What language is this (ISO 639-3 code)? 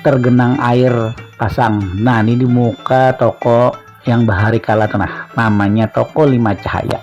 bjn